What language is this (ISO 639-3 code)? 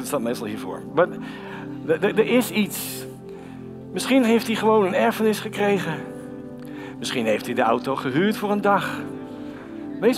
nld